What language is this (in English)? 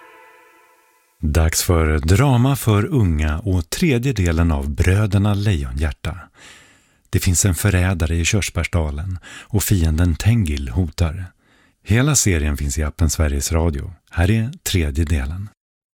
Swedish